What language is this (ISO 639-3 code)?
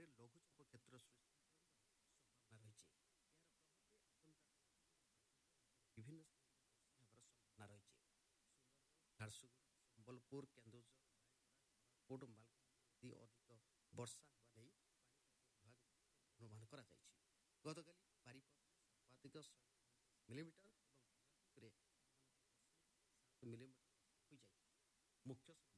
ori